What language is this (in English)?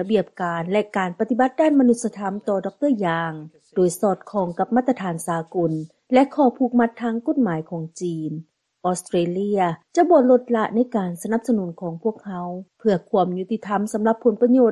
Lao